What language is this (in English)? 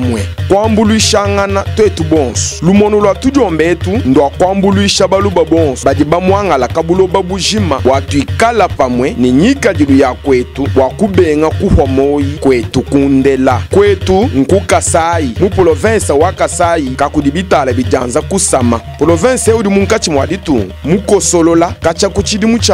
Luba-Lulua